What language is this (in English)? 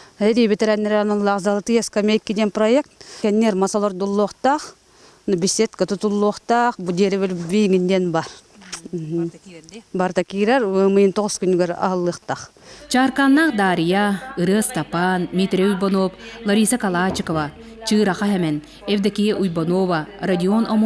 Yakut